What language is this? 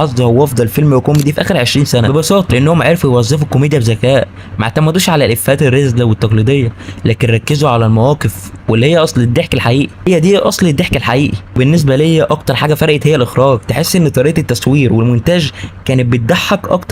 Egyptian Arabic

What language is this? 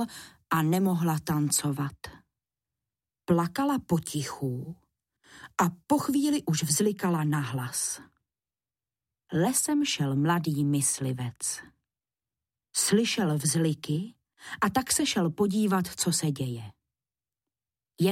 Czech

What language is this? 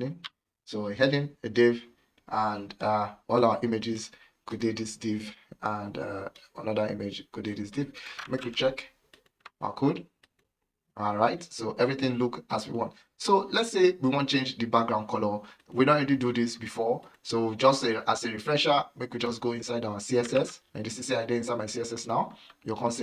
Nigerian Pidgin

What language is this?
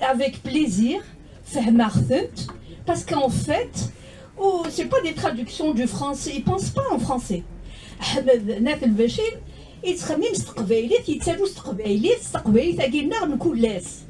Kabyle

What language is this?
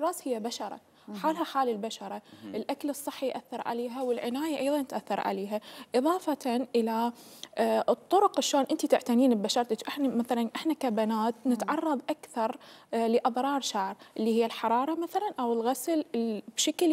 Mesopotamian Arabic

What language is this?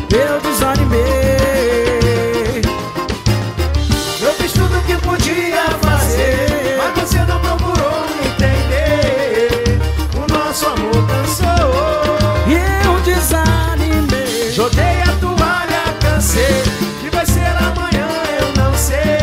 Portuguese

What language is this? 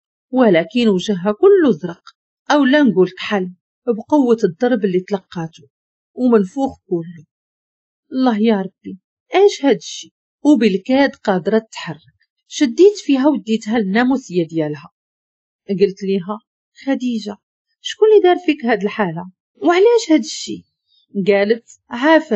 Moroccan Arabic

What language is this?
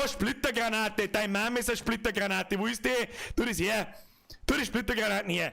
Bavarian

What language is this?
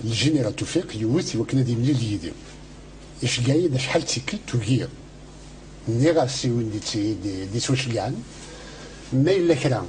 Kabyle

